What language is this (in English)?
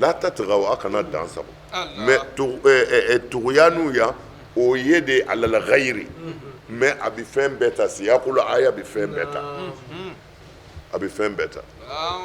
Bambara